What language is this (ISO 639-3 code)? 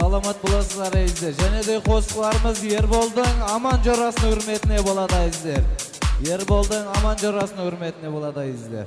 kaa